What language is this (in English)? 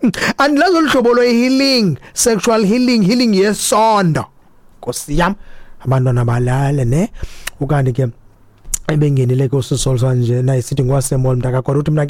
Xhosa